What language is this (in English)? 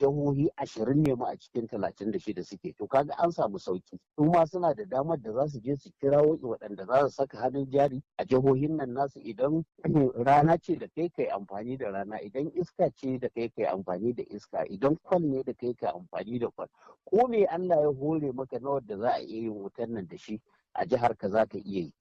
Hausa